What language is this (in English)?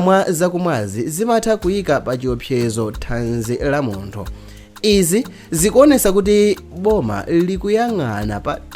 Nyanja